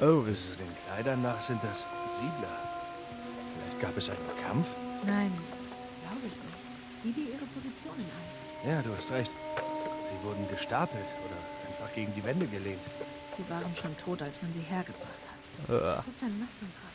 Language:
Swiss German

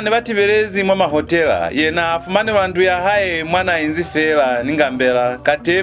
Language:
Lozi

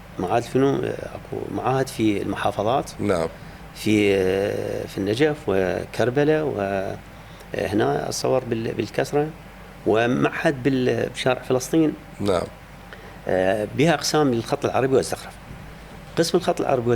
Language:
Mesopotamian Arabic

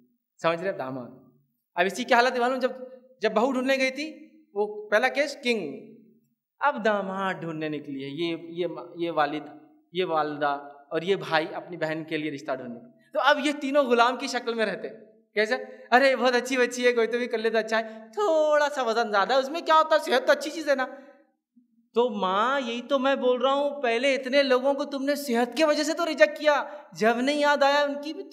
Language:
Urdu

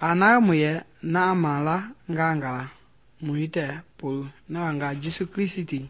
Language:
Mende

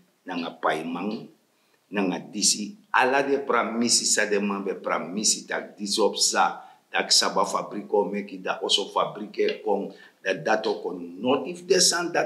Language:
Sranan Tongo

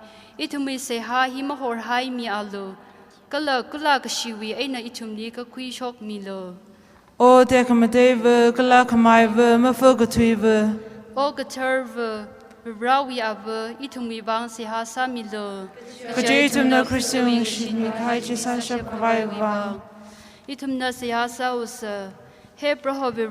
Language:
Tangkhul Naga (India)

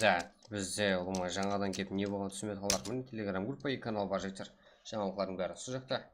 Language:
Kara-Kalpak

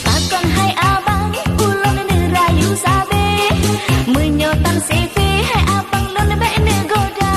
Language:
Achinese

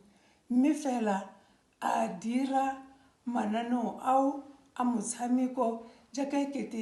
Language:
Tswana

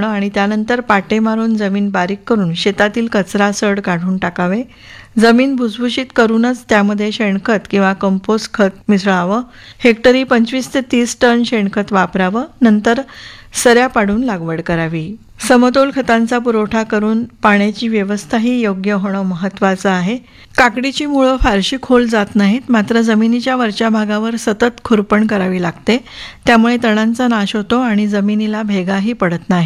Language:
Marathi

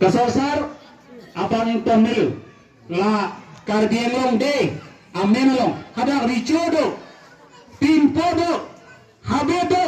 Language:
Karbi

